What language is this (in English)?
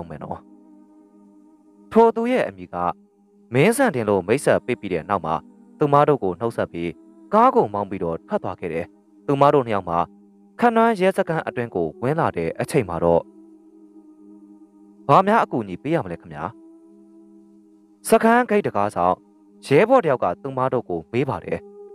Burmese